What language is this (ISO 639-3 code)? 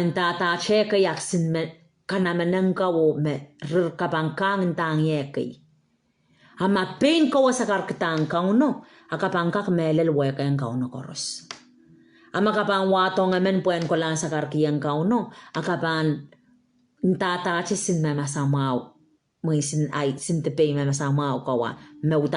pon